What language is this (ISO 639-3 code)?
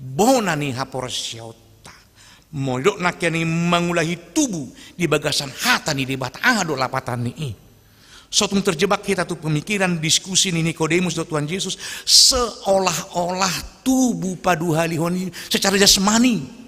bbc